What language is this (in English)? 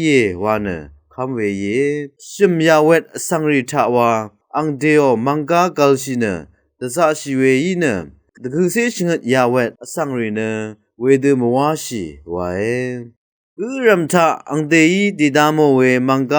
Rawang